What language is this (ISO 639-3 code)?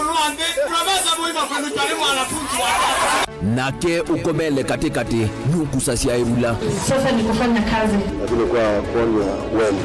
kam